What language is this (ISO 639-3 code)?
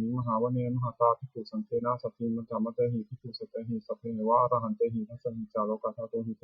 pli